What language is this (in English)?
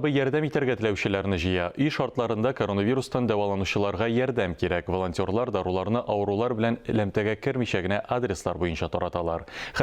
Tatar